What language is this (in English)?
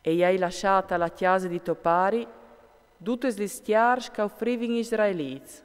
Friulian